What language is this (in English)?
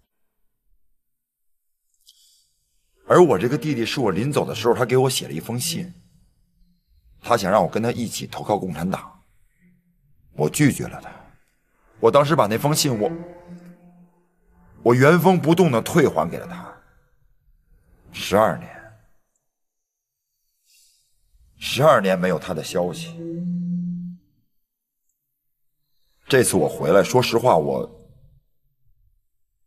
Chinese